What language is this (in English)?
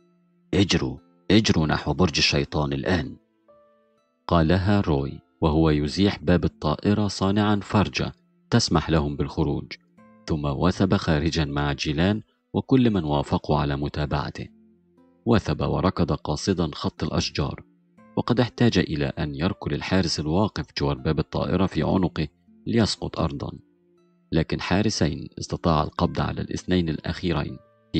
Arabic